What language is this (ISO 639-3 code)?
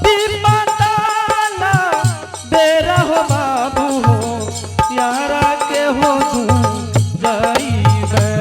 anp